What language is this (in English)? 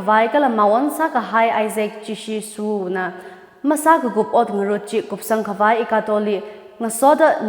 Tangkhul Naga (India)